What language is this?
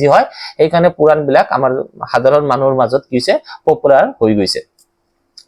Assamese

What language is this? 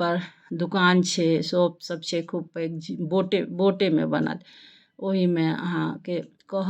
Maithili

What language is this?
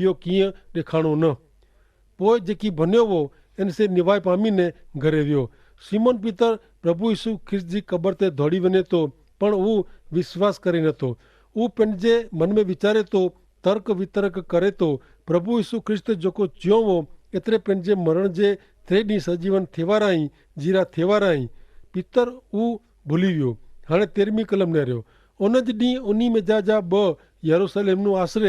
Kachhi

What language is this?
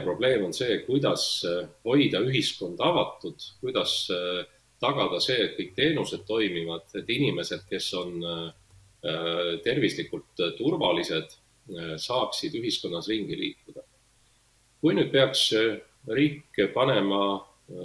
Estonian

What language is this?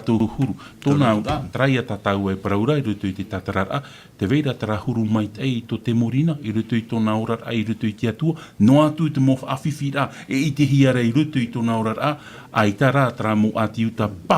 Tahitian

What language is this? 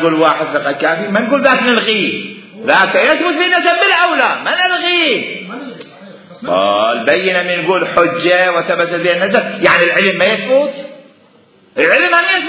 Mesopotamian Arabic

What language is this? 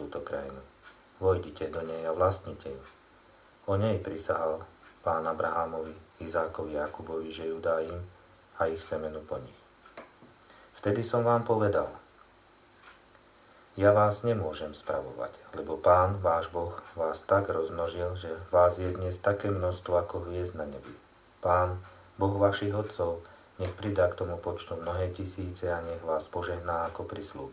Slovak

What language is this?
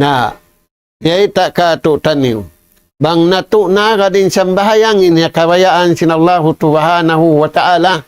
Tausug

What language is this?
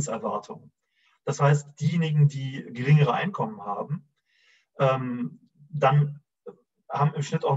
German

